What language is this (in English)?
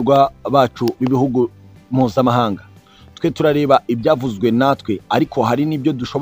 Kinyarwanda